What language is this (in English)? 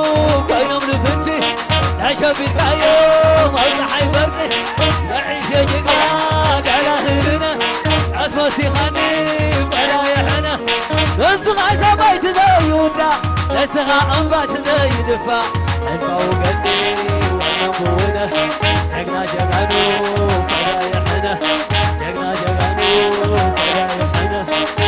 Tigrinya